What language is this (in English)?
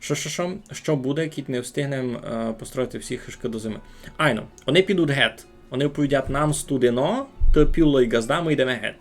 Rusyn